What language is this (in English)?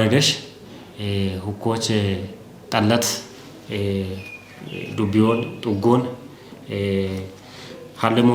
Kafa